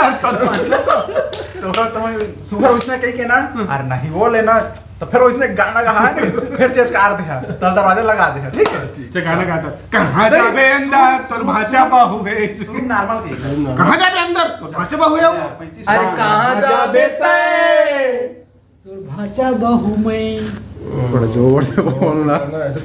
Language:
Chhattisgarhi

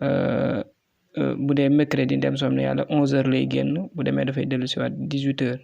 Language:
Wolof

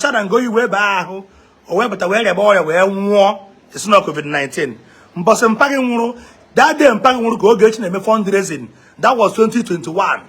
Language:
Igbo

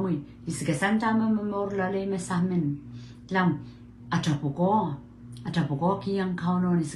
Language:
Pohnpeian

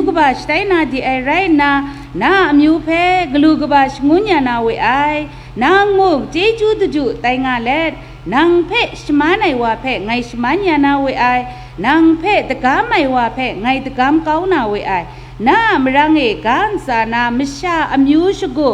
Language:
Kachin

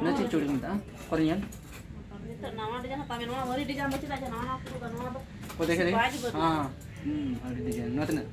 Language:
Santali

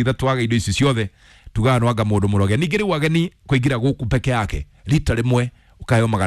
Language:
Kikuyu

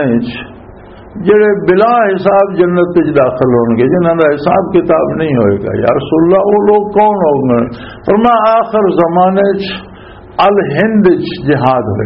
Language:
Western Panjabi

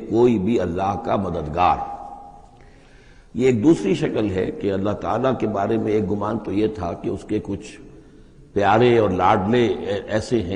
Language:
Urdu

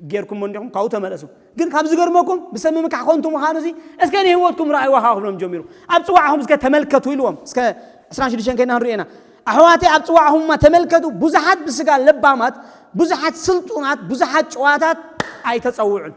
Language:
Tigrinya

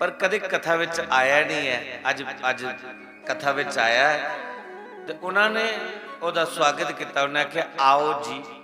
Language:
Dogri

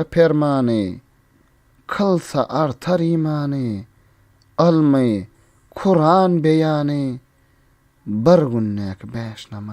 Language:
Turkmen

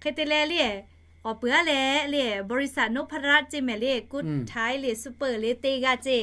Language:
Lahu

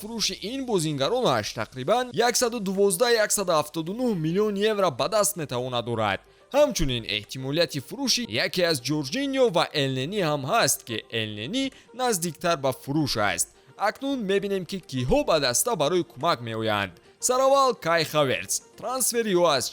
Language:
Tajik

